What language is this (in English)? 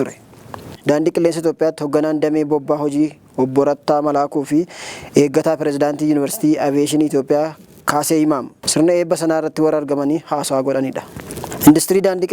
Oromo